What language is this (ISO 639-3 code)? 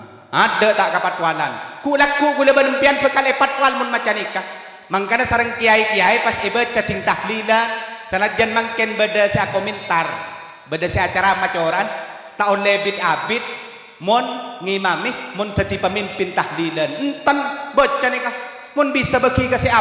mad